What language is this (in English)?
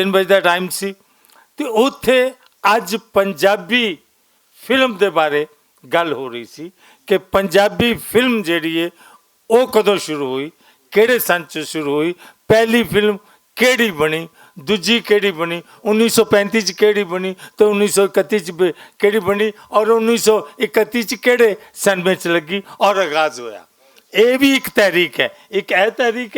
Western Panjabi